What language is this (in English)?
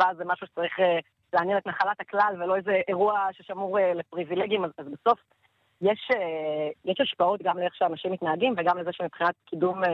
Hebrew